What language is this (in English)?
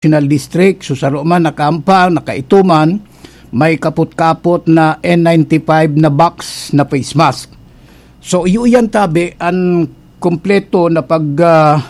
Bikol